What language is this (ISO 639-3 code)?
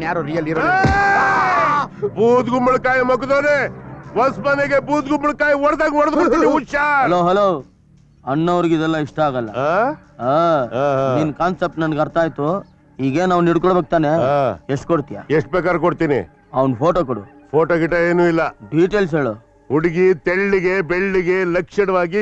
kan